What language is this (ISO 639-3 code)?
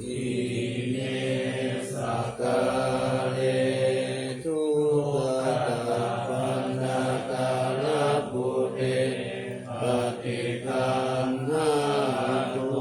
pli